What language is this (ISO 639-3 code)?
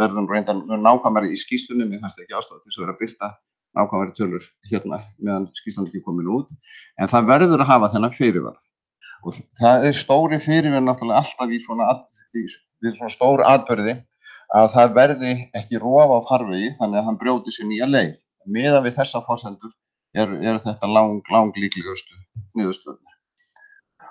isl